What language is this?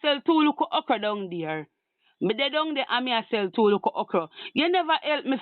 Jamaican Creole English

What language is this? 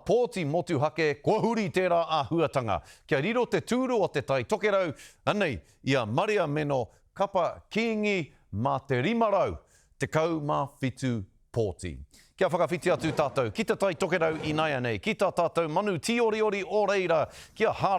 Māori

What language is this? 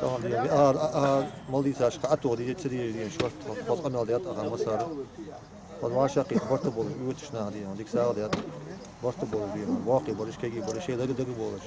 Ingush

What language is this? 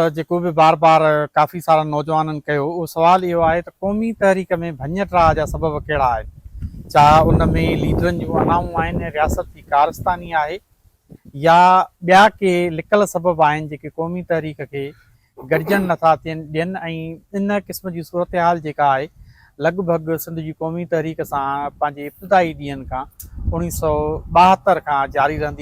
Sindhi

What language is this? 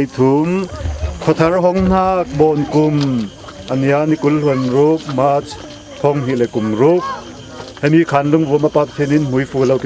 Falam Chin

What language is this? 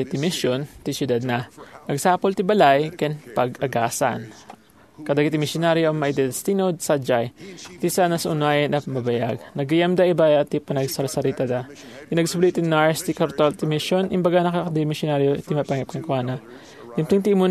Iloko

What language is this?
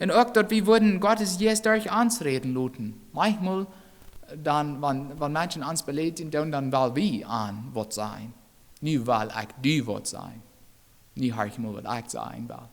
Plautdietsch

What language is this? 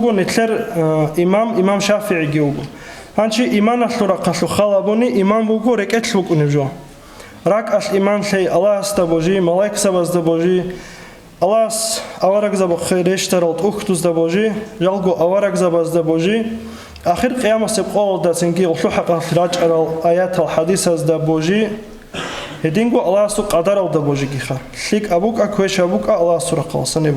Avaric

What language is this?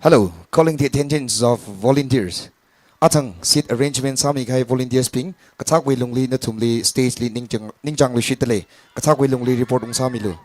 Tangkhul Naga (India)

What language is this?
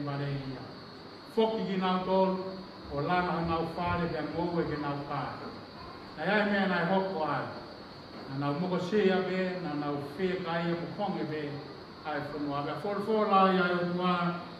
Tongan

